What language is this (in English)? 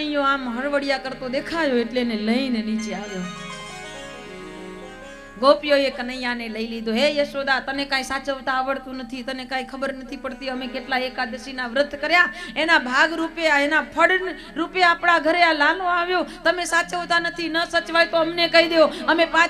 Gujarati